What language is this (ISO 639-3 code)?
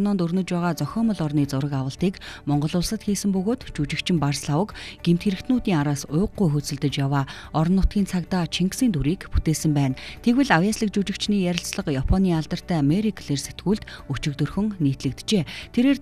mon